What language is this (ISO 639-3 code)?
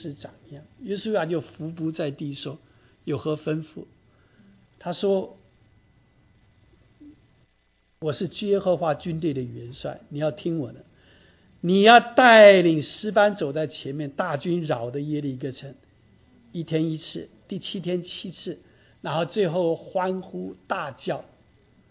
zho